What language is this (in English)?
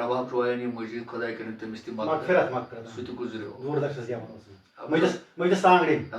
Kashmiri